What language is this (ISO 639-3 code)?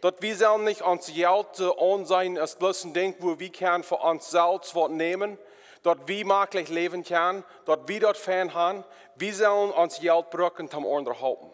pdt